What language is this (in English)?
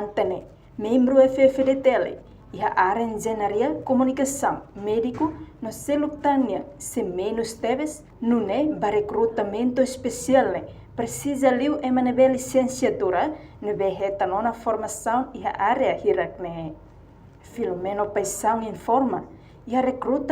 Tetum